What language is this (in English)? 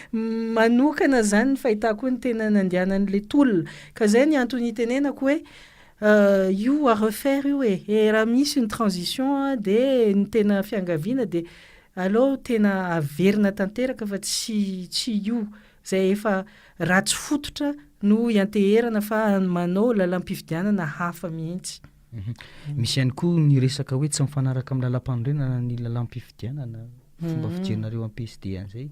Malagasy